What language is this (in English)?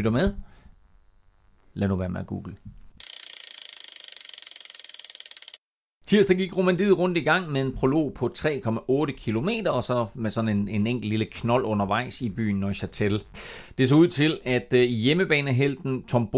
Danish